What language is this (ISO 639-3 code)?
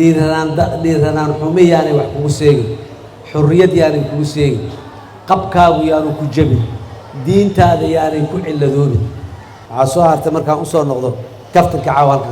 som